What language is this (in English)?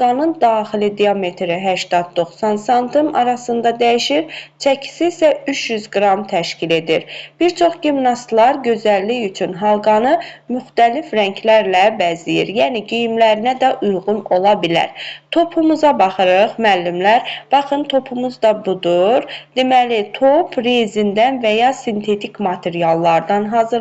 Azerbaijani